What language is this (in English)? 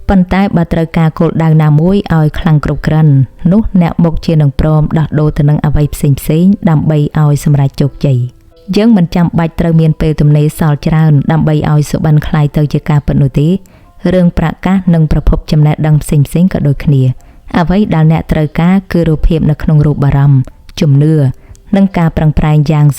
Khmer